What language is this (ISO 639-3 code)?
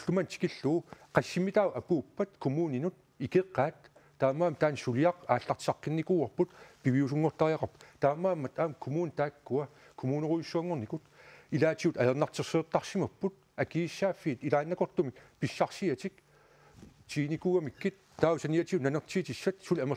kal